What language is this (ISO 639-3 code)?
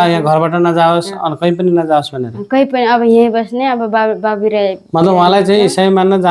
nep